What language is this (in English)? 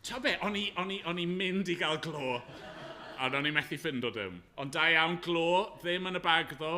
Welsh